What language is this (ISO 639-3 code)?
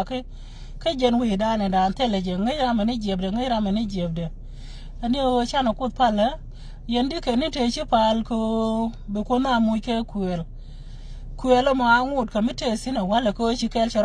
nus